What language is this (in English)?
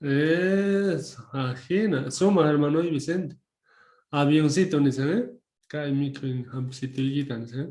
South Bolivian Quechua